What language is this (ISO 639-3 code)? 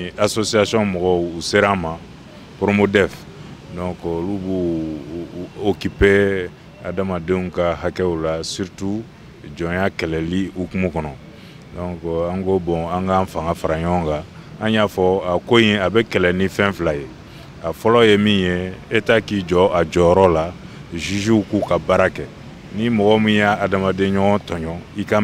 bam